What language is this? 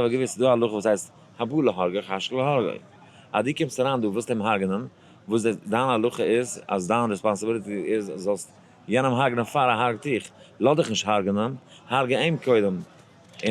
Yiddish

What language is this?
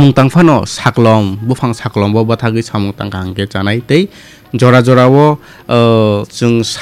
Kok Borok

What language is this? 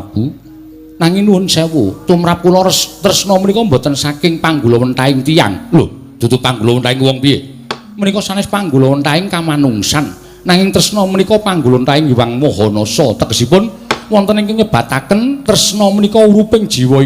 Javanese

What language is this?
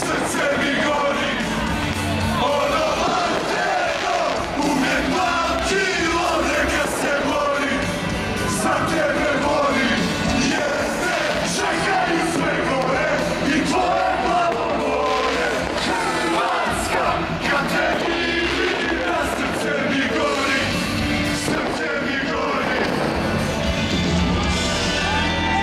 Croatian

